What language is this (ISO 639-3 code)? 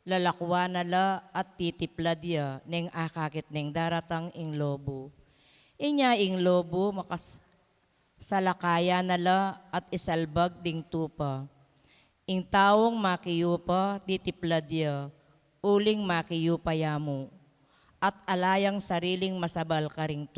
pam